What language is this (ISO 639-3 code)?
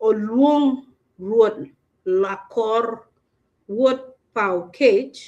ach